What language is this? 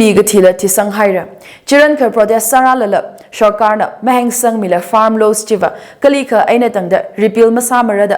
Tangkhul Naga (India)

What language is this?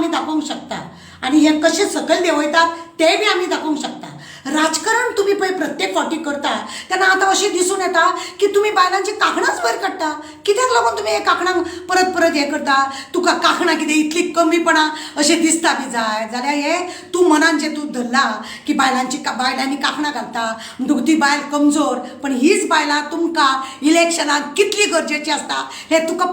Konkani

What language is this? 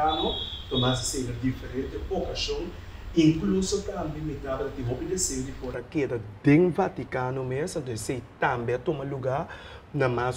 Papiamento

